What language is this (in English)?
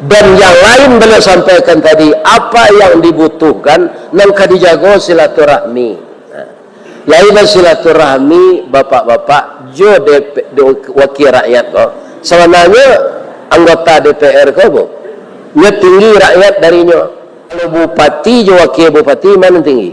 Minangkabau